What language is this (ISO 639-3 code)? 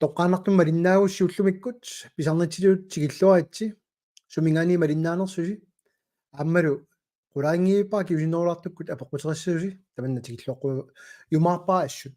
kal